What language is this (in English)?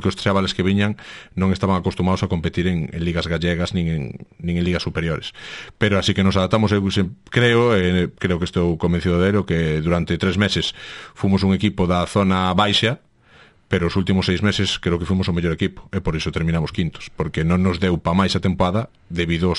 Galician